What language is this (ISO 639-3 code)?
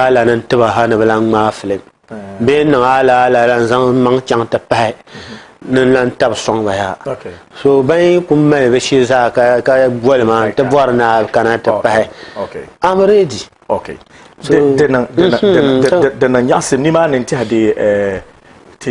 dag